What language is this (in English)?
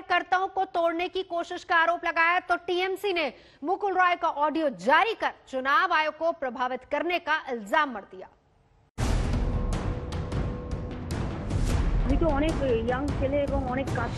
Hindi